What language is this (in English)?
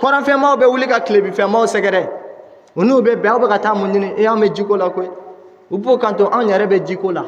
Bambara